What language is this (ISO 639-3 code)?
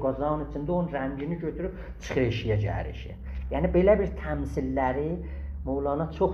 azb